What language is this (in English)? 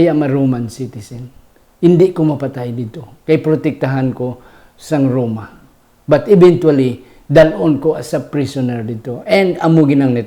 Hiligaynon